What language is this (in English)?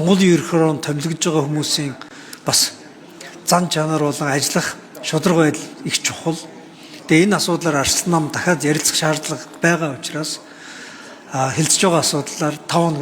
Mongolian